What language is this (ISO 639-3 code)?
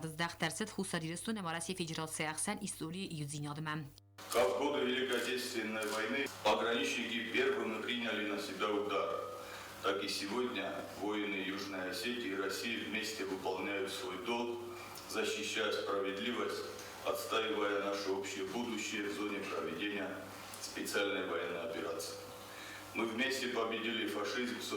oss